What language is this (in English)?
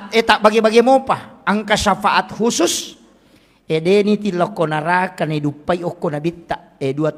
Buginese